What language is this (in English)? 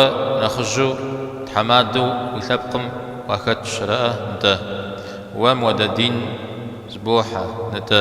Kabardian